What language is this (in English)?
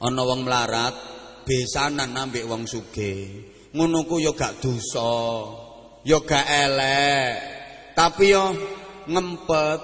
Javanese